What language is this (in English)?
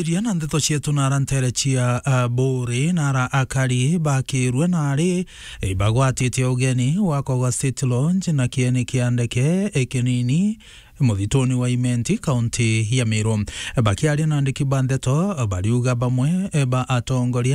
Meru